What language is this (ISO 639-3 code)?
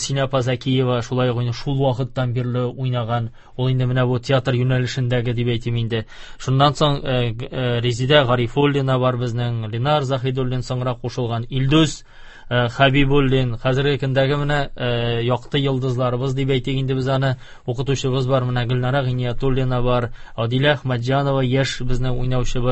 tat